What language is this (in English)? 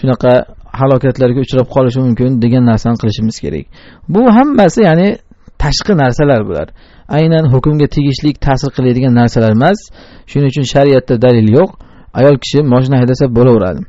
Uzbek